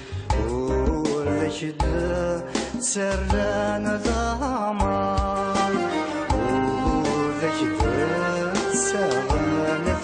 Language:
Kabyle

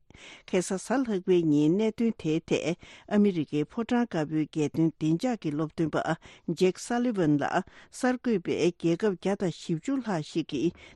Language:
Tibetan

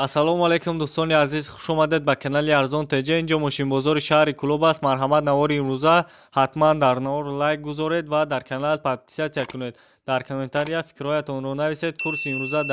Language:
Tajik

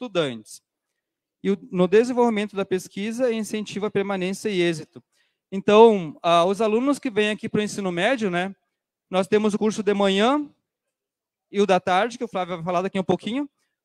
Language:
Portuguese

